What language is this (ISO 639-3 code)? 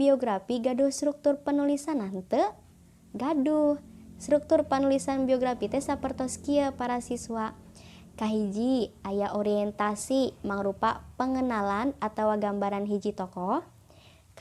sun